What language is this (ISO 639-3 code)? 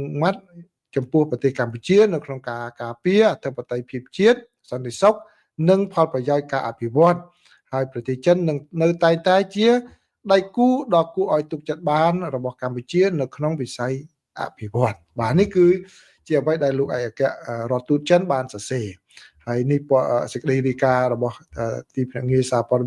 khm